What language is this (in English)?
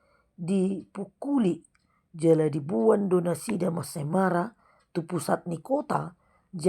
Batak Toba